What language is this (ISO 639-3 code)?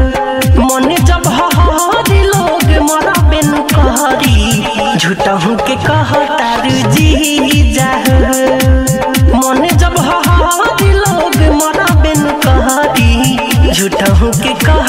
bho